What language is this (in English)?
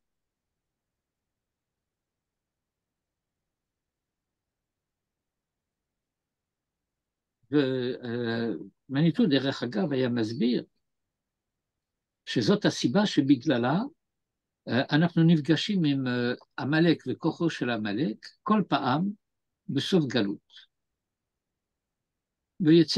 Hebrew